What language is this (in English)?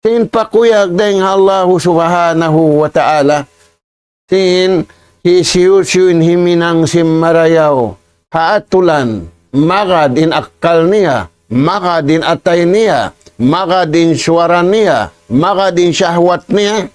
Tausug